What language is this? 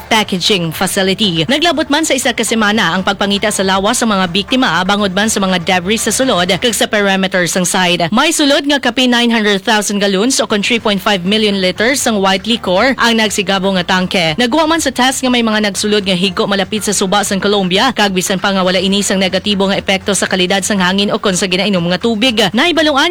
Hiligaynon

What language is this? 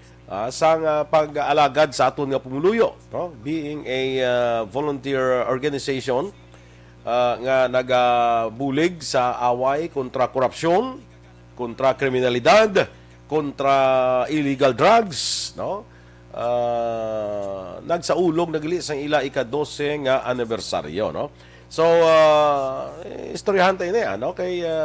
Hiligaynon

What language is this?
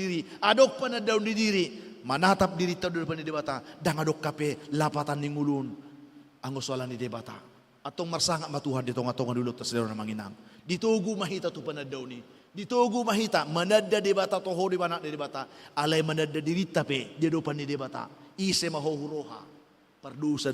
Batak Toba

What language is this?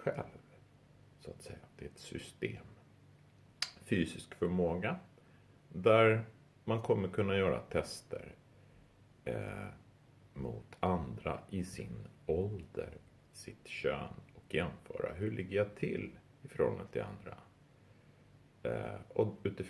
Swedish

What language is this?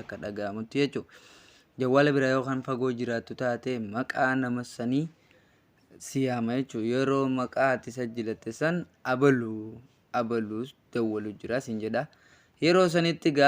Oromo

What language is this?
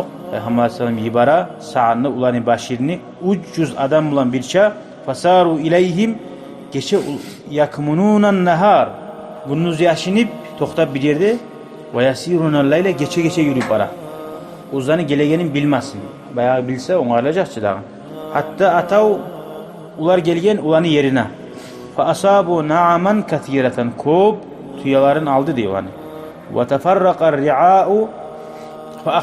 Kumyk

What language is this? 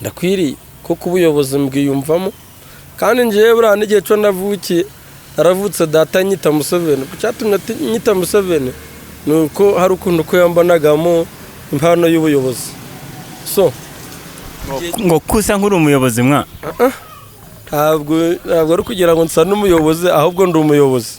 Kinyarwanda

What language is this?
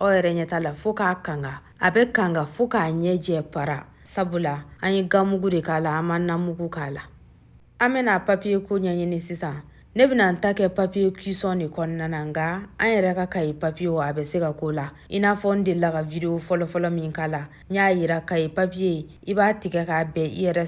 Bambara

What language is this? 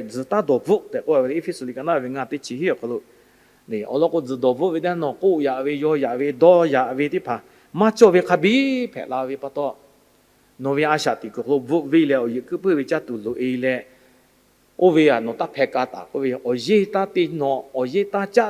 Lahu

